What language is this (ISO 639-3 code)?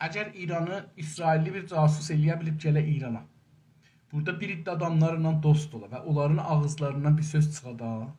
azb